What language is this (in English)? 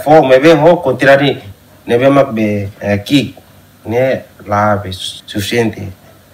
Tetum